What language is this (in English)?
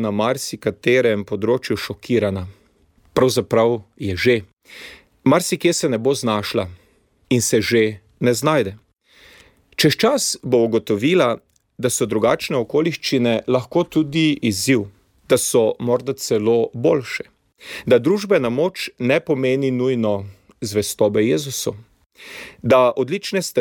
Slovenian